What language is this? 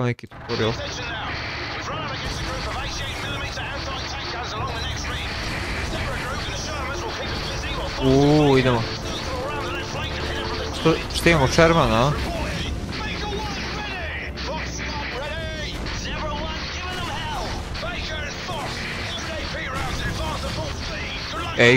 Croatian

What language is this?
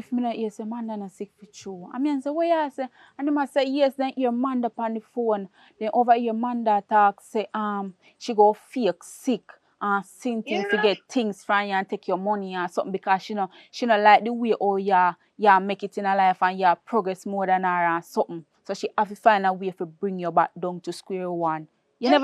Jamaican Creole English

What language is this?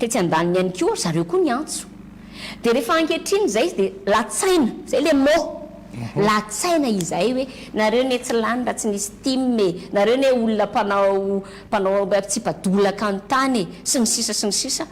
Malagasy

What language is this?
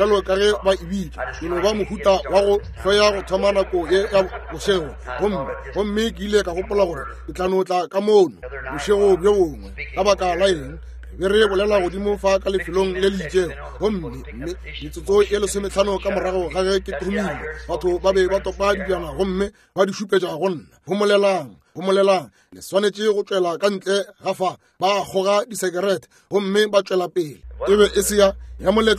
Northern Sotho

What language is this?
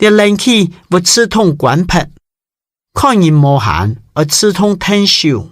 Hakka Chinese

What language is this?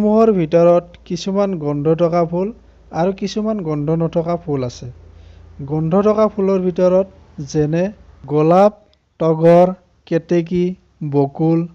Assamese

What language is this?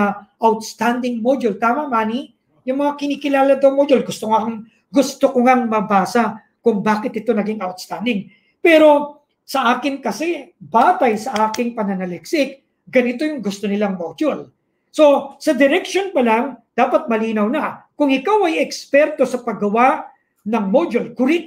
Filipino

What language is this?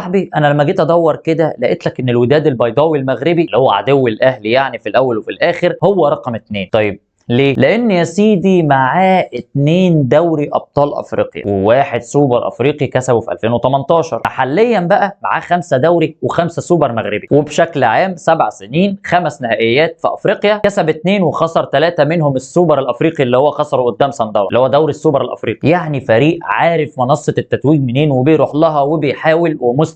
Egyptian Arabic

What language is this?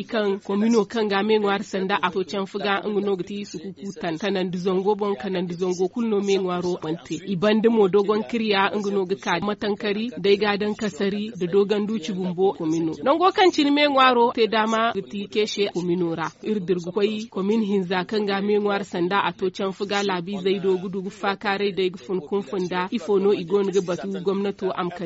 Zarma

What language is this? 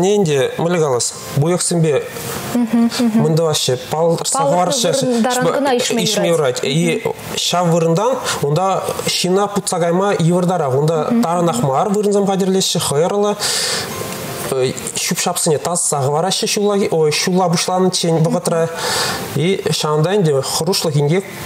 Chuvash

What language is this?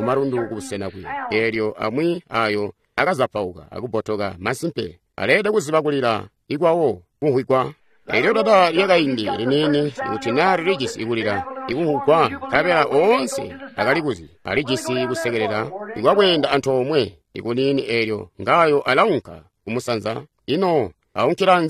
Tonga (Zambia)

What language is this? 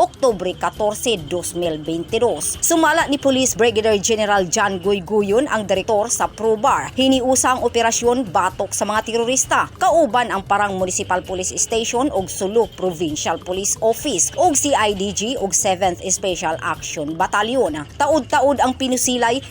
Cebuano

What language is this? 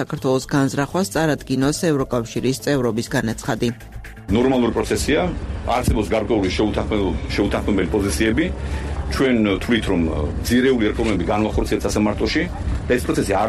Georgian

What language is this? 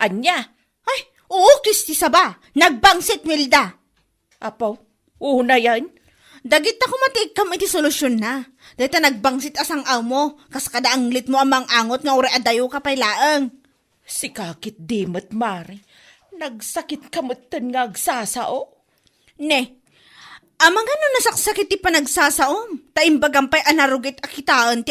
Iloko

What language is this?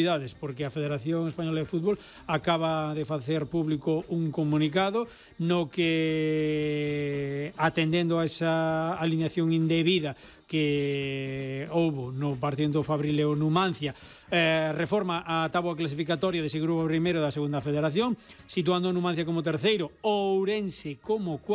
Galician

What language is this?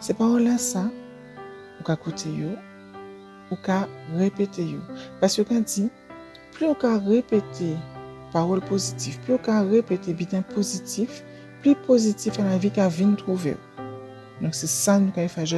Guadeloupean Creole French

